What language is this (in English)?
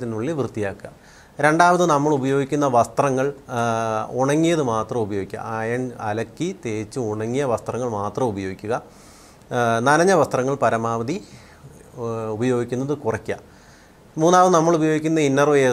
Malayalam